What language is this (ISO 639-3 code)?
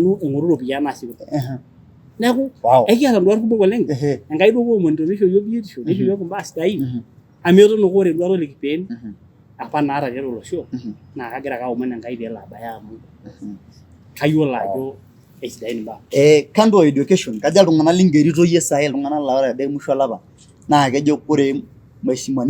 mas